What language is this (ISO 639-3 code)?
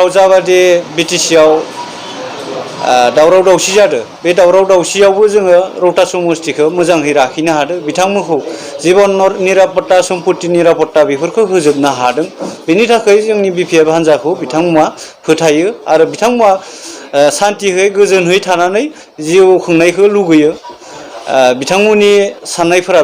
brx